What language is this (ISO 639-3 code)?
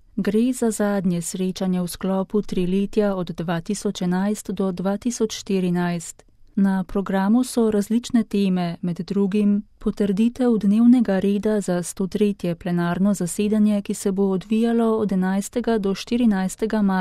slv